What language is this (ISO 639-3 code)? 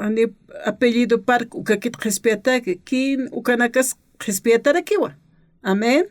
aym